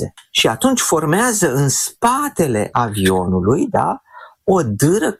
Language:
Romanian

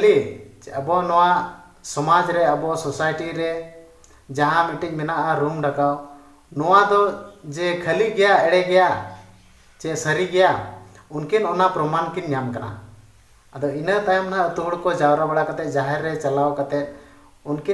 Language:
Santali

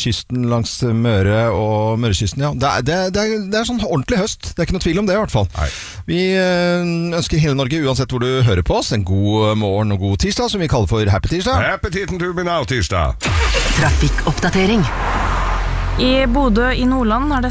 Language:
Norwegian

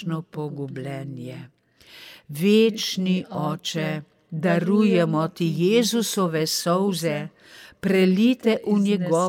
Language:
Slovenian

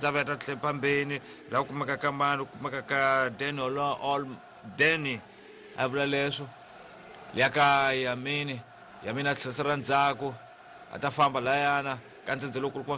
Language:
Tsonga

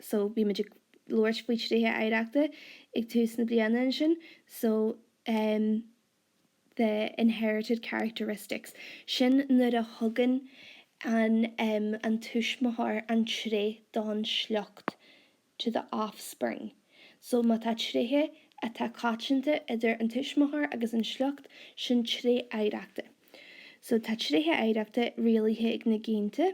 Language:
Irish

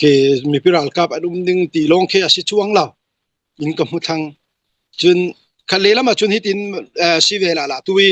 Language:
Hakha Chin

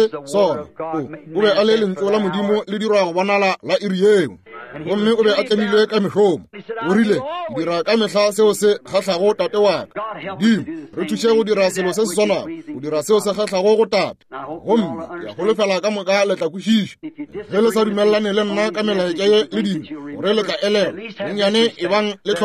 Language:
Northern Sotho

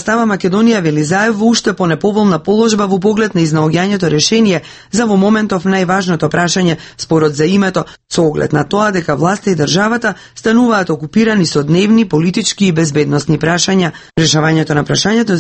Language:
Macedonian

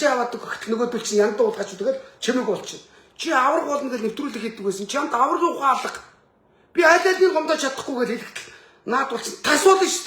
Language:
Mongolian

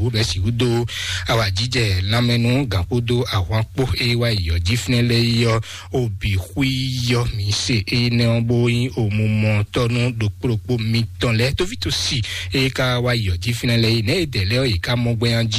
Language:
Fon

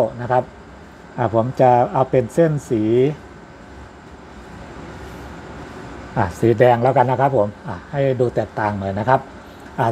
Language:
Thai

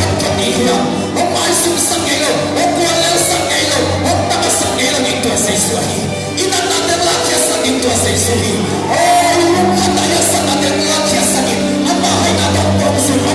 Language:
Tedim Chin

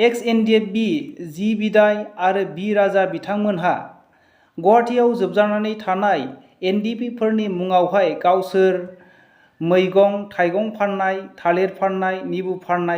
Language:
Bodo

